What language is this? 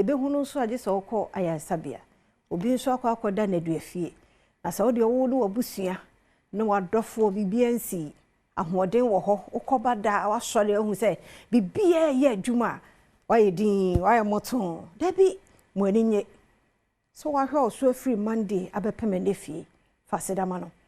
Akan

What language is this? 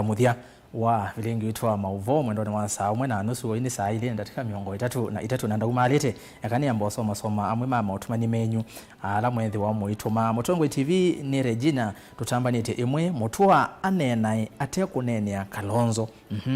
Kamba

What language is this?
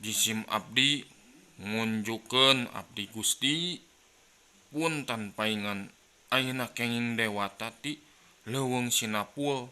Sundanese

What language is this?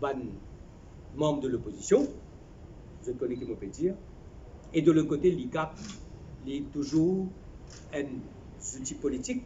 Morisyen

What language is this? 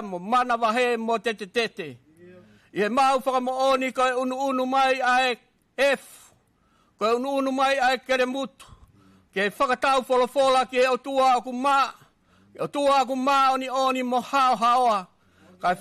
Tongan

